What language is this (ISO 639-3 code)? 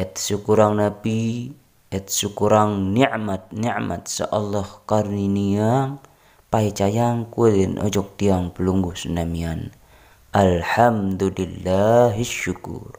sas